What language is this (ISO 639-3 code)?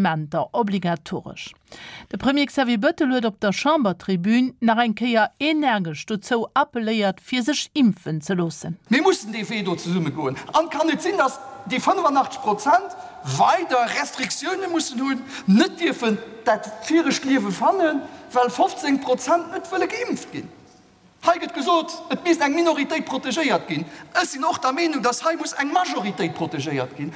ltz